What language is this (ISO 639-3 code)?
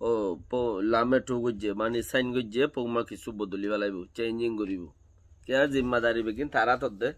rhg